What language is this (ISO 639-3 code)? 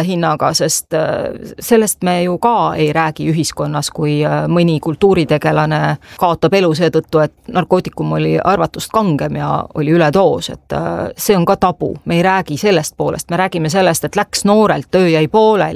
est